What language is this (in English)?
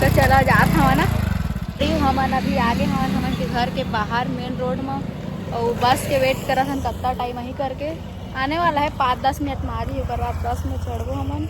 Chhattisgarhi